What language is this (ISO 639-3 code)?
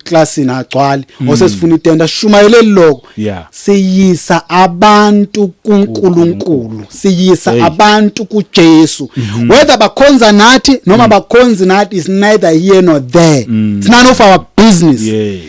zul